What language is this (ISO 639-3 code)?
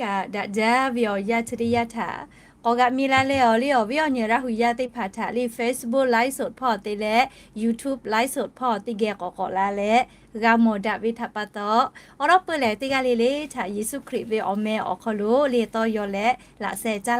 lhu